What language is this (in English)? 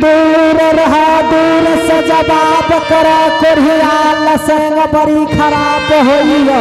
Angika